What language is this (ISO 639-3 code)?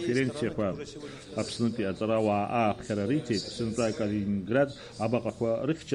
abk